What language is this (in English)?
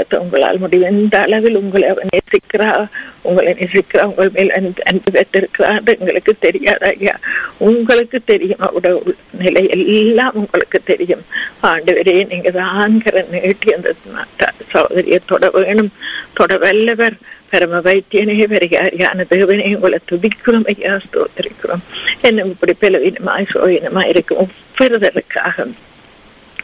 Tamil